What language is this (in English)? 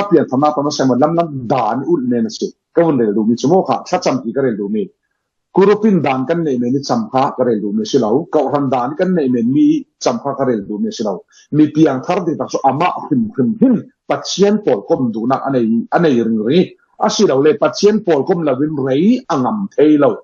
Falam Chin